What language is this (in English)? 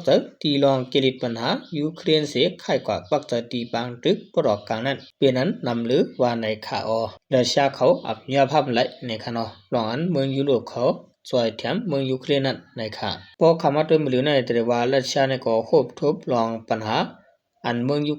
Shan